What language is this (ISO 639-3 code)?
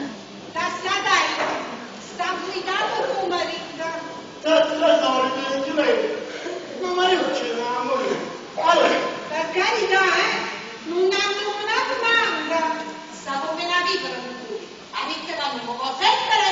nap